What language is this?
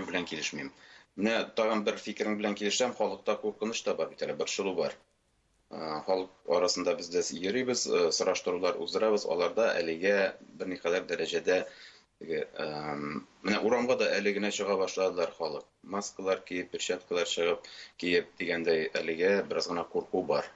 Tatar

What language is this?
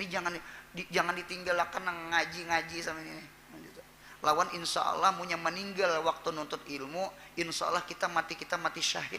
Banjar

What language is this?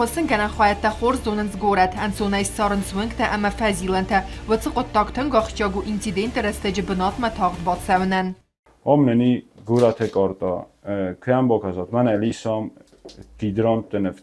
Ossetic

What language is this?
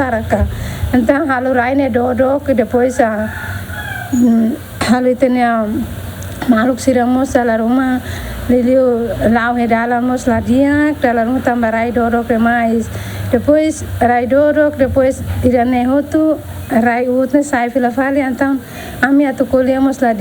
Tetum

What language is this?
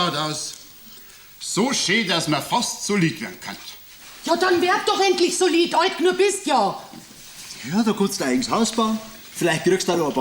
Bavarian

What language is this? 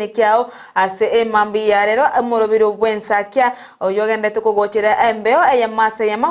Gusii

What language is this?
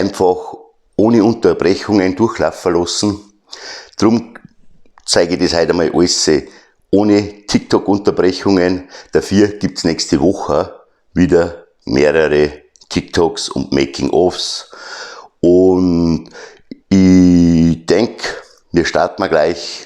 Bavarian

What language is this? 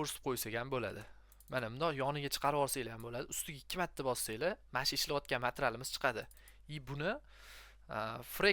Uzbek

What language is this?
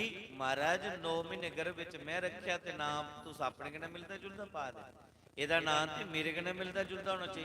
Dogri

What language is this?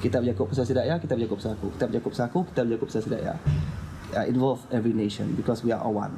Iban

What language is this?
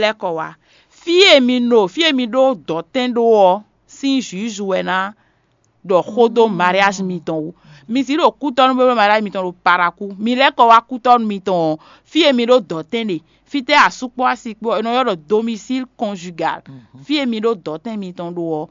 Fon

